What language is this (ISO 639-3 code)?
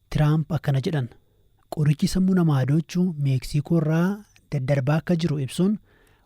orm